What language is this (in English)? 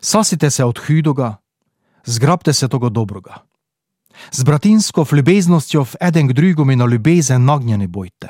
Slovenian